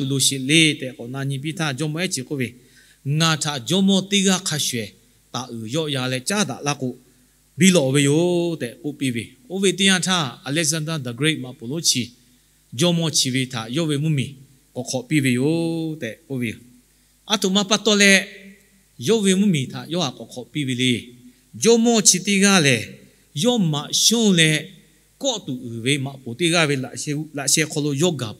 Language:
Lahu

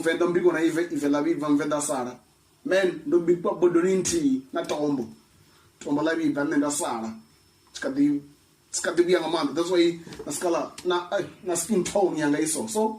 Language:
Venda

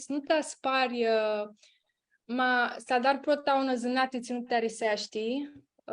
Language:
Aromanian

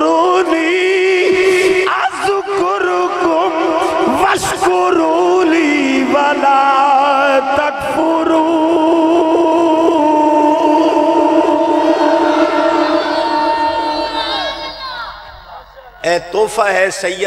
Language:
Urdu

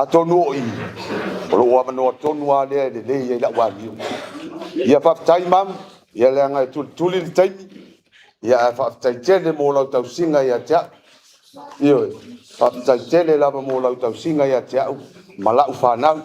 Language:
Samoan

